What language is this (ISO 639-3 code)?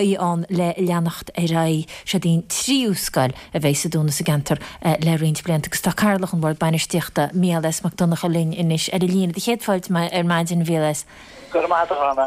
gle